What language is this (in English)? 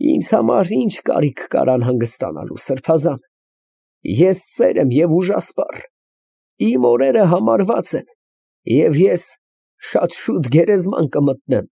Armenian